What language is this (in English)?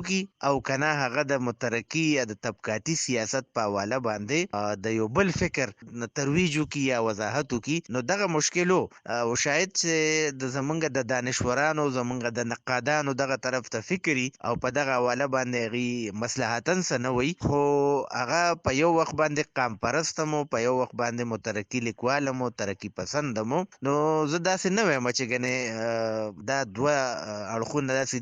Pashto